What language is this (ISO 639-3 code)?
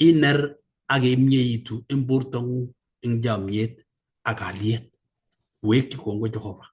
kln